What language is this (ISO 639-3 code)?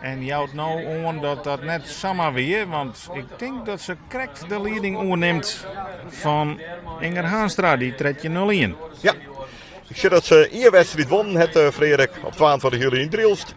fry